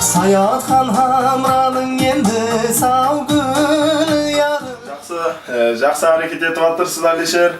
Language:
Kara-Kalpak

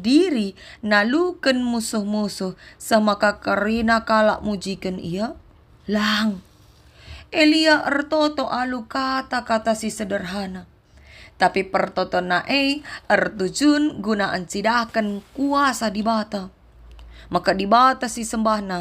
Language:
Batak Karo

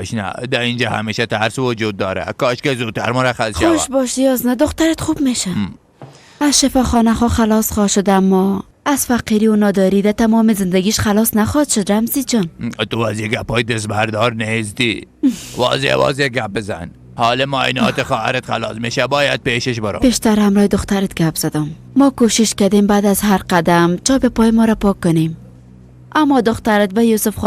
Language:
Persian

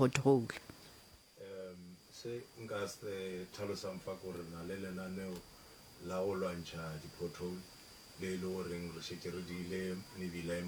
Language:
Northern Sotho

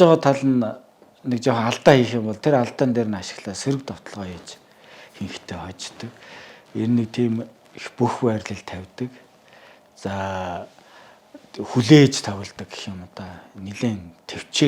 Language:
Mongolian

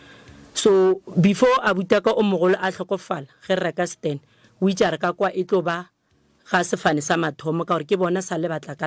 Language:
Northern Sotho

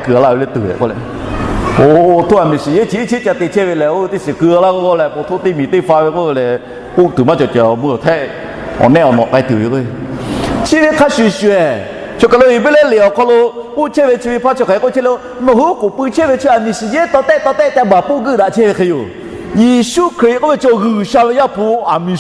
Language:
Lahu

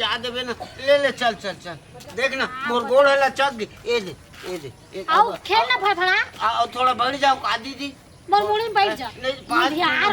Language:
Chhattisgarhi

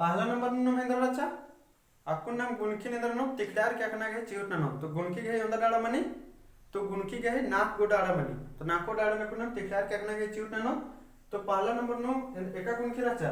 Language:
Kurukh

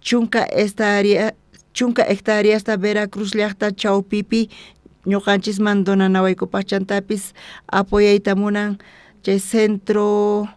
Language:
South Bolivian Quechua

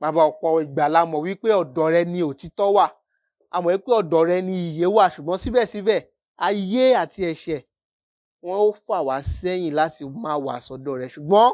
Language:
Yoruba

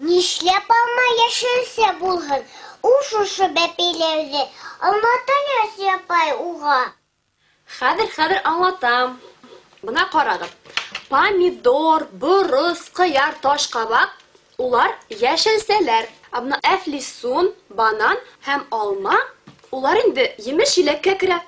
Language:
Bashkir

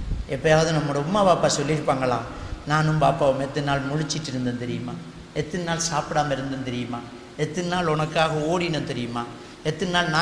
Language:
Tamil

